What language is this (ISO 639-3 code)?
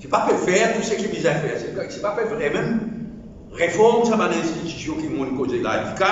mfe